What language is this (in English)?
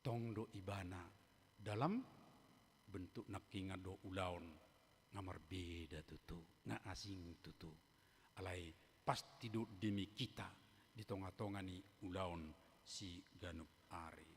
Batak Toba